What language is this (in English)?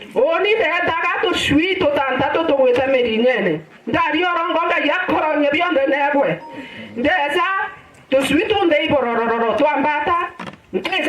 Meru